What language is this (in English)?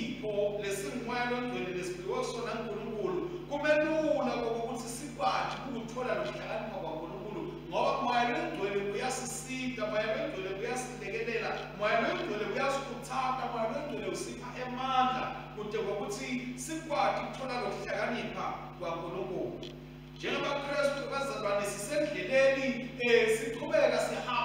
Swati